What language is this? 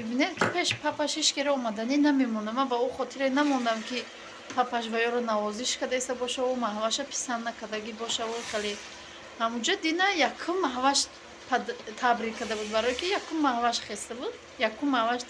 Tajik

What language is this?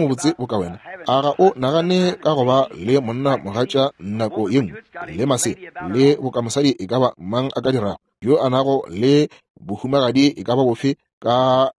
Northern Sotho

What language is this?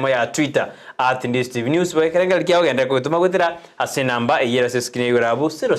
Gusii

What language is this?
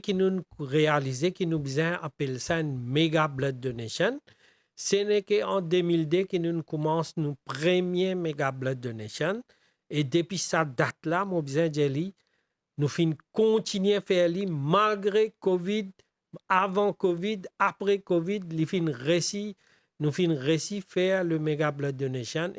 Morisyen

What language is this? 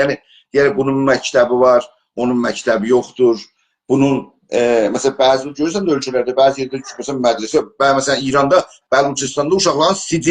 South Azerbaijani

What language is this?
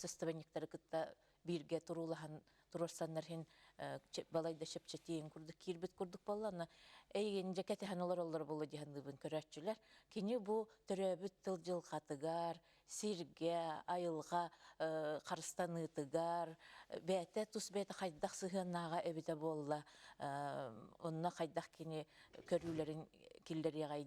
Yakut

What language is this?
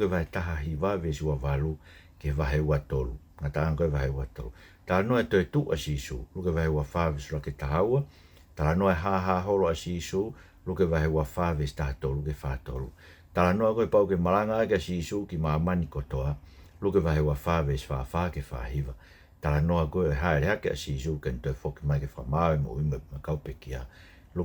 Tongan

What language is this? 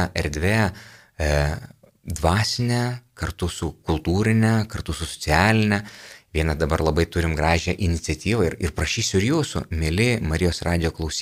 Lithuanian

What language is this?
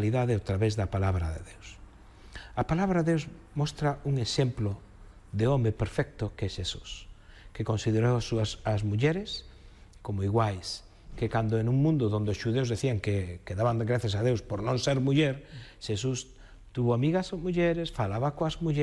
Galician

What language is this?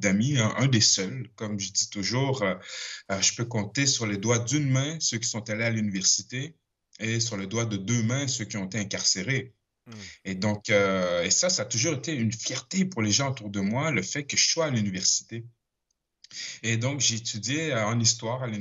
French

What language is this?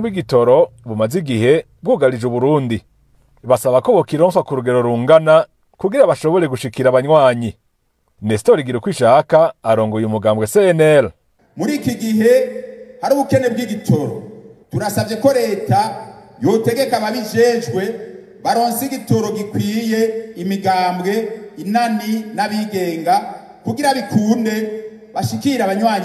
Rundi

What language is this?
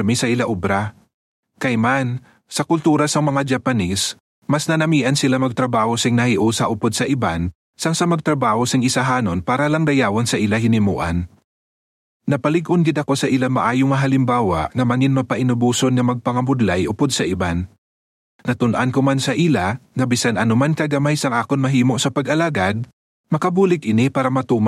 Hiligaynon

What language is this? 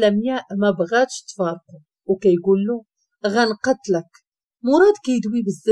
Moroccan Arabic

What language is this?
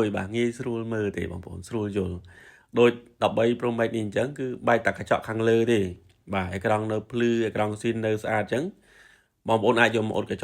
Khmer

